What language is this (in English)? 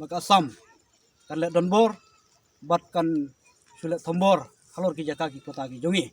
Khasi